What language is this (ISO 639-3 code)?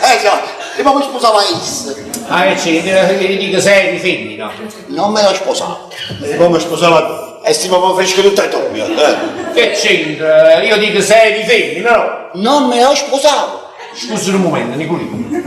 nap